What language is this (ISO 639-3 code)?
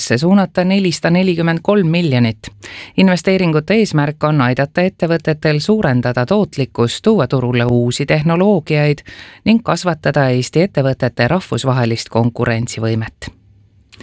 est